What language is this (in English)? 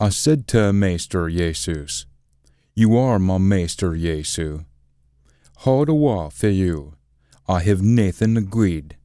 Scots